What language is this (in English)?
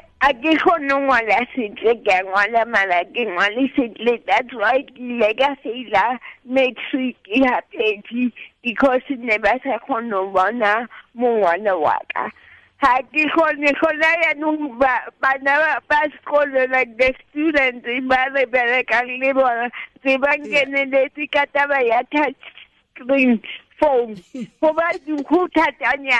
Tswana